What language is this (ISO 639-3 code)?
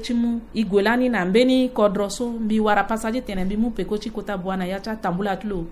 sag